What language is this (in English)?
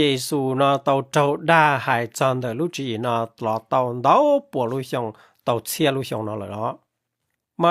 Hmong